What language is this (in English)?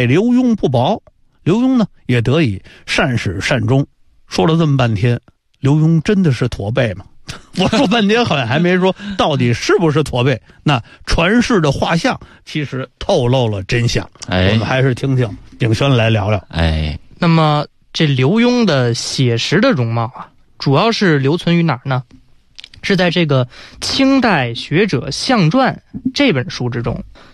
Chinese